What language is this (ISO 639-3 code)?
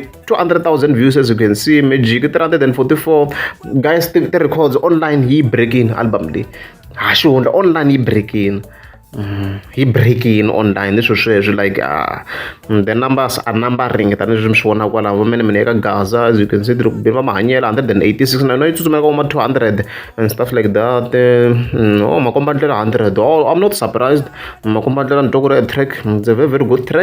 tso